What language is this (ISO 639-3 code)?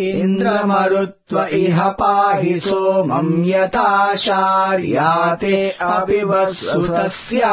san